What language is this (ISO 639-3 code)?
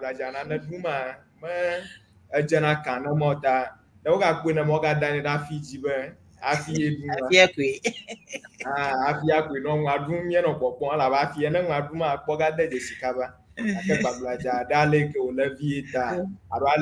ewe